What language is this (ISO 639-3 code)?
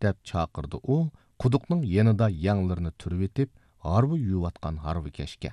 uig